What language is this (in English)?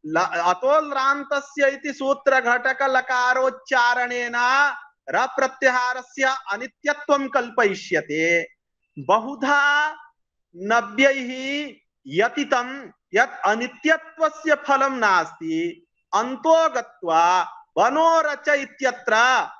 Sanskrit